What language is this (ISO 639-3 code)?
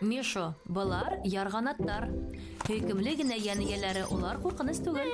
bak